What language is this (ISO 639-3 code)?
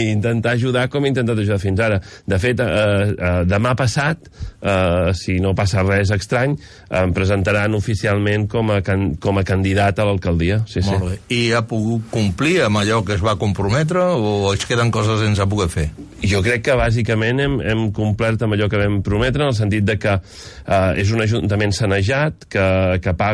cat